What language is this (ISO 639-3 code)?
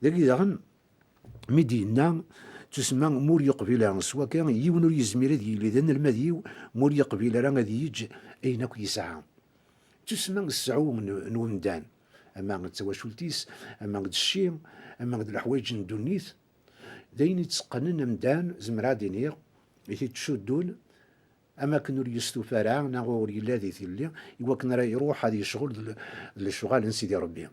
kab